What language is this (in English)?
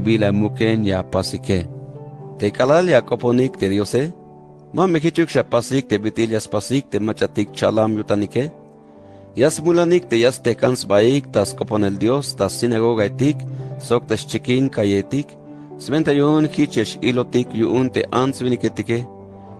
Tzeltal